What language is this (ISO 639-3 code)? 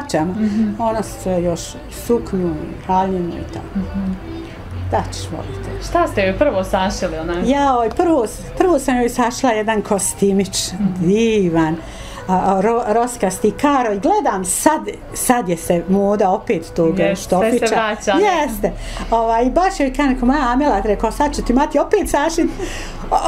bos